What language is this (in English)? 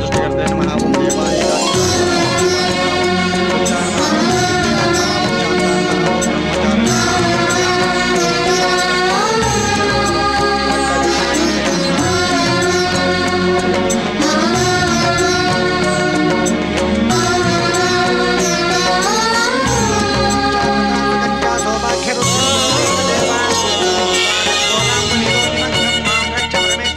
Kannada